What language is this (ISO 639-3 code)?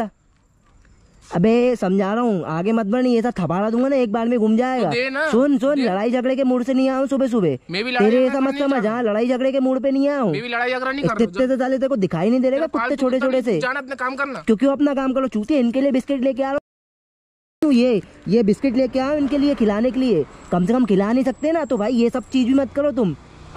hin